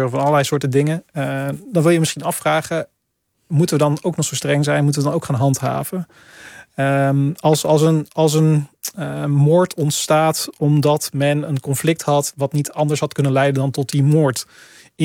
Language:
Dutch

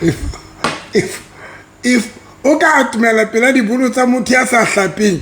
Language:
Southern Sotho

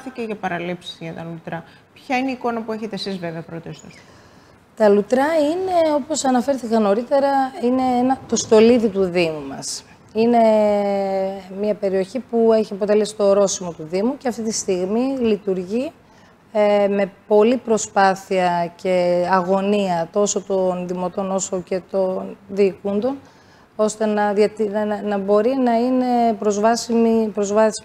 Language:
Greek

